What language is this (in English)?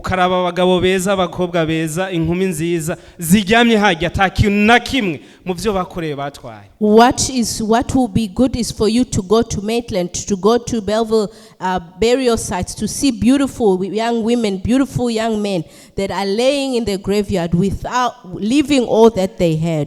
Rundi